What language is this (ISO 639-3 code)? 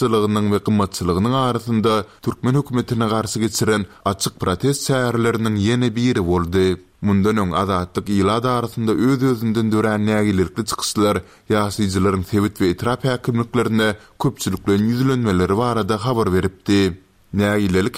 tuk